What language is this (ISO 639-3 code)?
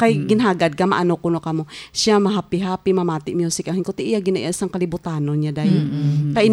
hil